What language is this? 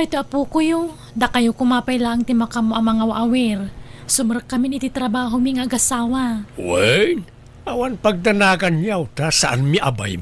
Iloko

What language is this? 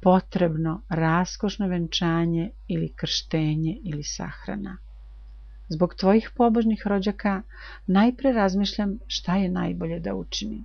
Serbian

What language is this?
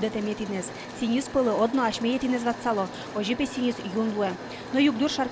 Udmurt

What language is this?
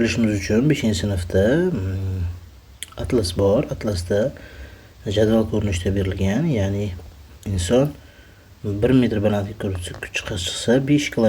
Uzbek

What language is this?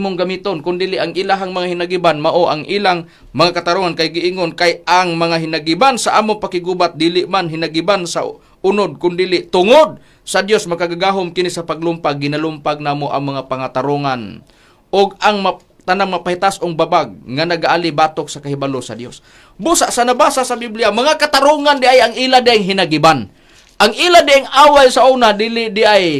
Cebuano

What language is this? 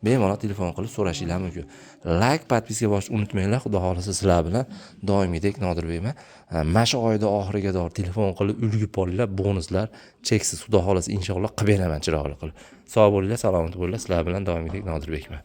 Uzbek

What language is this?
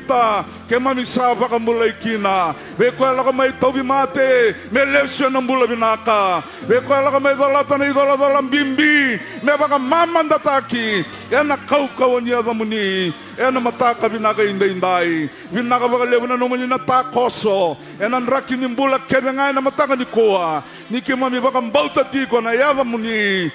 Fijian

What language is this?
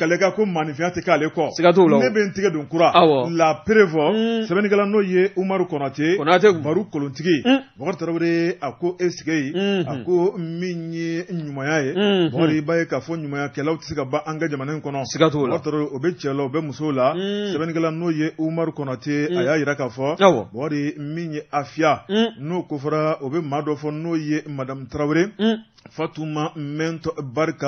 Bambara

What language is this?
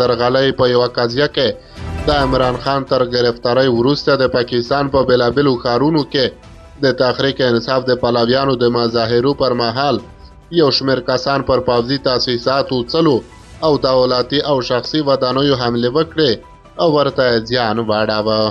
Pashto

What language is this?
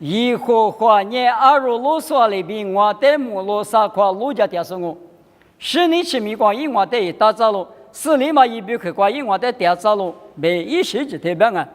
Lisu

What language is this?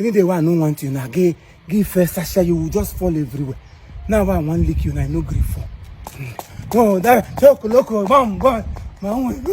Igbo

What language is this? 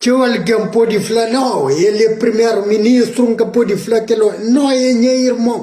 Kabuverdianu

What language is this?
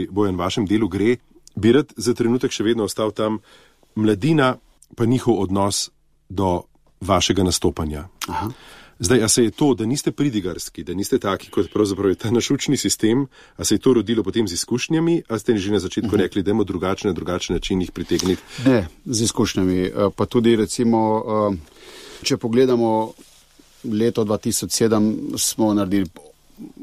Slovenian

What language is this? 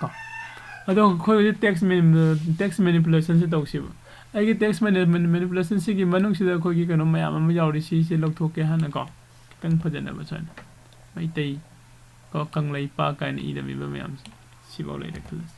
Manipuri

